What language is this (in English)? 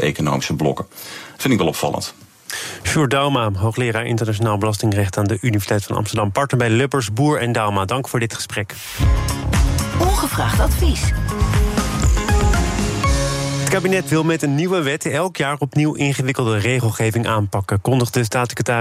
Dutch